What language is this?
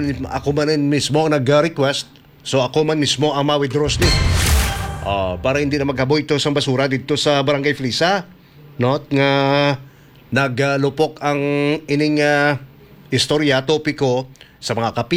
Hiligaynon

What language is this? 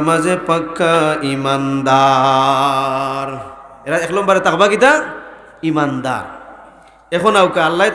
Sylheti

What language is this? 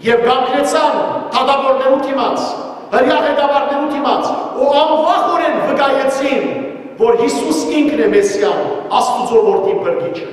Western Armenian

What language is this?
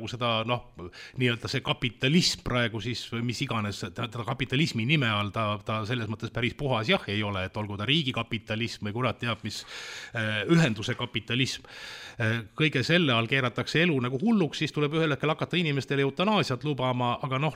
Estonian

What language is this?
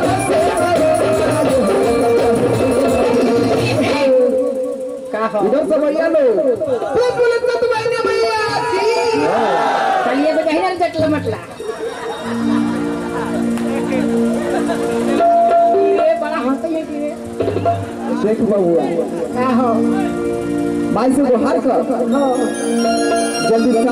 Bhojpuri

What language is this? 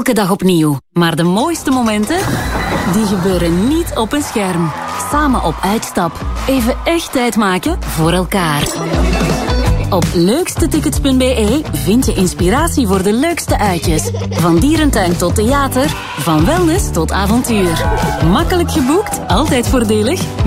Dutch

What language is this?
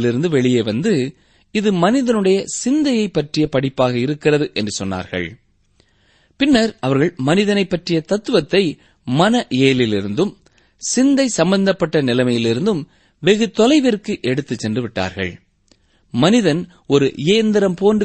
Tamil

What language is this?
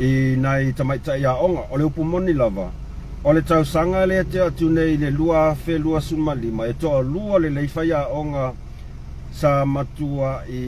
Samoan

